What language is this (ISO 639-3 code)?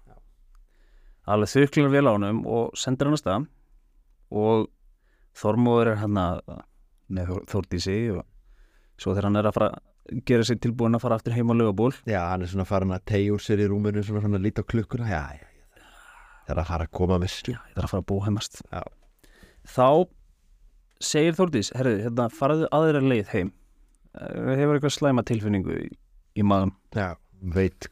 isl